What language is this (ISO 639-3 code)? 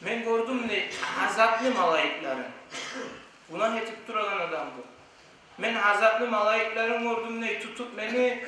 kum